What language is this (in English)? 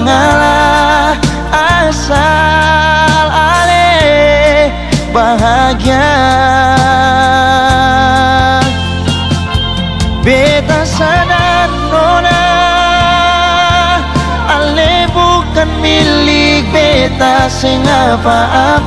Ambonese Malay